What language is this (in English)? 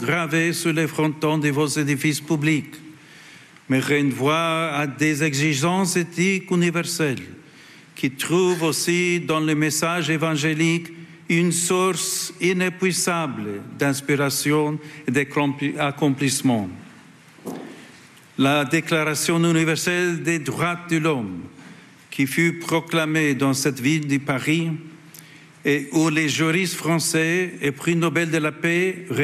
French